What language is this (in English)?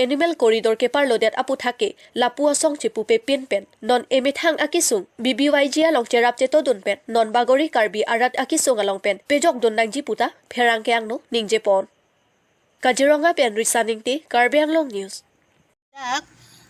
Karbi